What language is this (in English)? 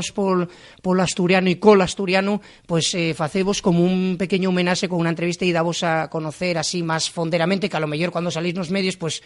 Asturian